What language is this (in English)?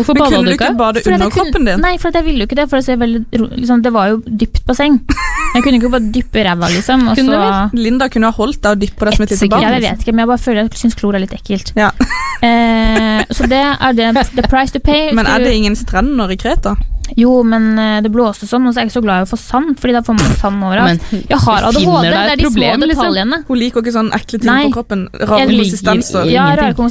Norwegian